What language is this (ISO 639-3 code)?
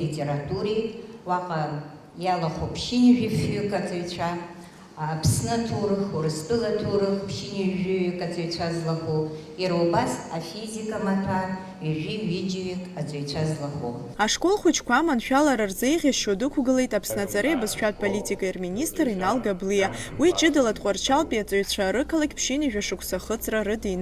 abk